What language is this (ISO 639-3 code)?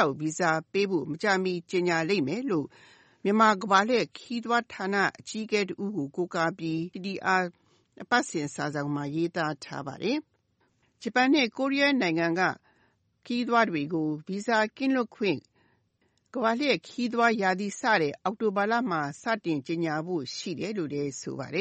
mya